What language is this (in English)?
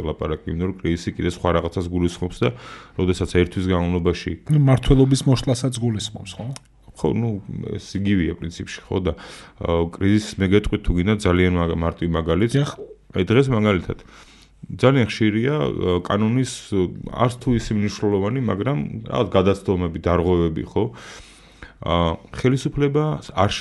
Georgian